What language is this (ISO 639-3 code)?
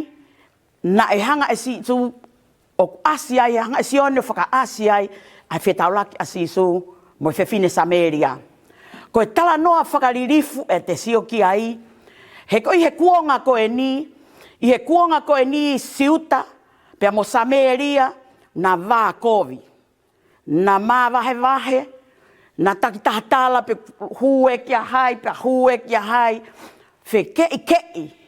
ton